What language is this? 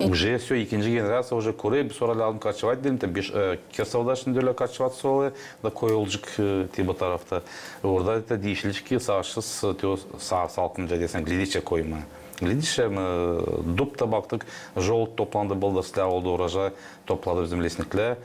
Gagauz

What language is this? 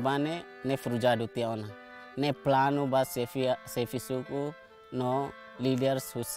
Tetum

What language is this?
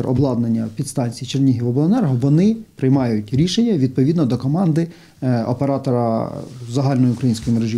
Ukrainian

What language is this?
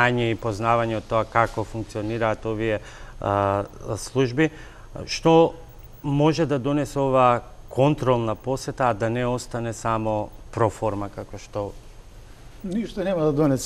Macedonian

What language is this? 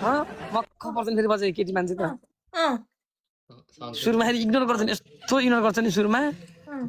Nepali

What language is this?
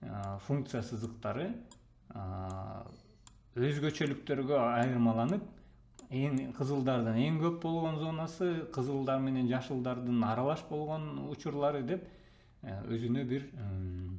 Kyrgyz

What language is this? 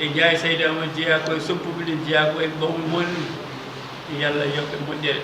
Fula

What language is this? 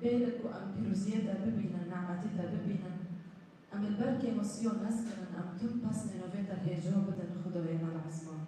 Kurdish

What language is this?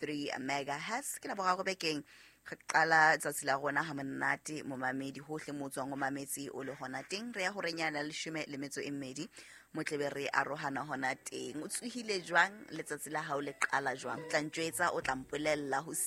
Southern Sotho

